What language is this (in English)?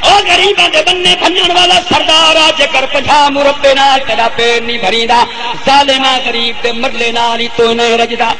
Saraiki